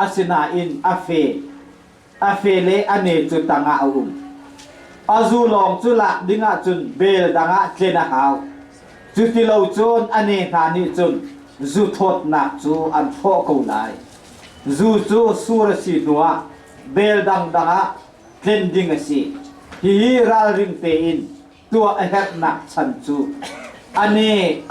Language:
Hakha Chin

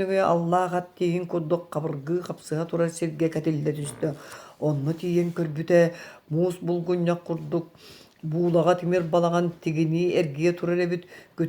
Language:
Yakut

